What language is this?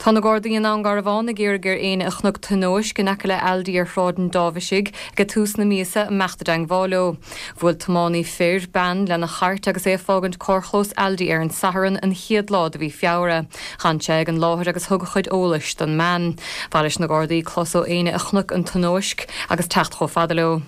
Irish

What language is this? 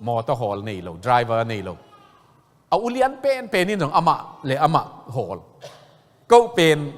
Tedim Chin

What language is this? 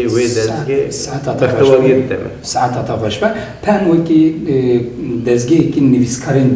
Kurdish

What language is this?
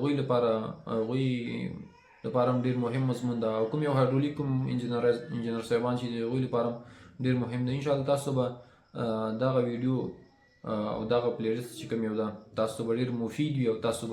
Pashto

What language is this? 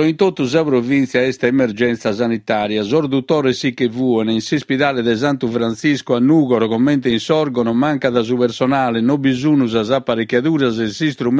Sardinian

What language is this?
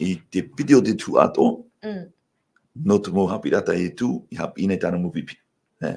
Tahitian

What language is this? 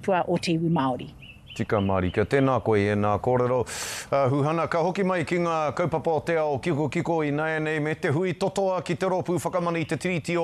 Māori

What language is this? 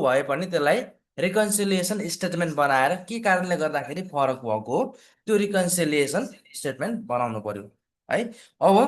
Nepali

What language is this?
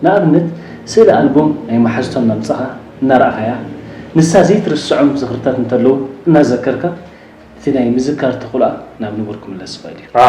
Tigrinya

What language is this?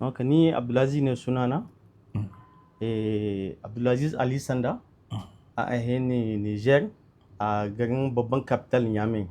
Hausa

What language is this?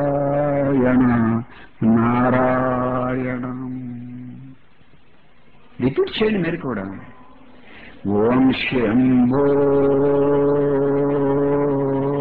Telugu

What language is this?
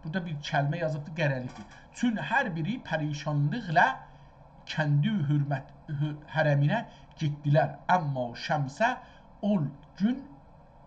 South Azerbaijani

